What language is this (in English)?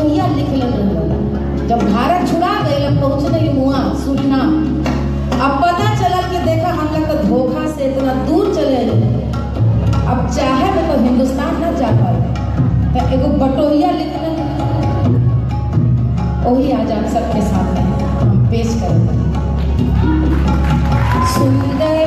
Bhojpuri